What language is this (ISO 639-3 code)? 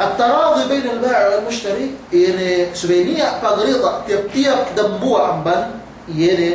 yka